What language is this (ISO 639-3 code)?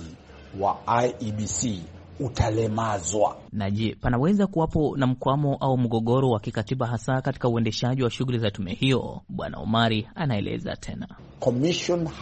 swa